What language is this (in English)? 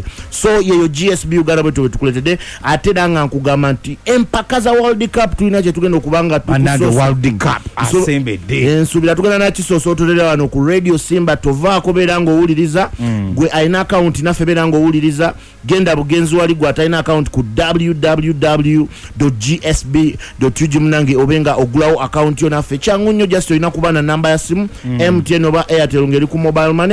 Ganda